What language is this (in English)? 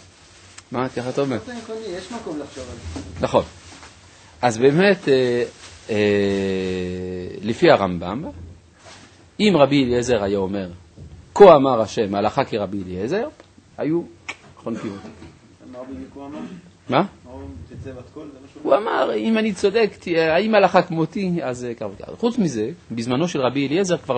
Hebrew